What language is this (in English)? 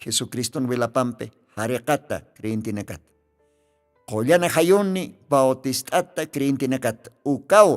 Aymara